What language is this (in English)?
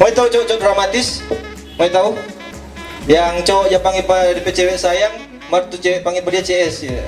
Manado Malay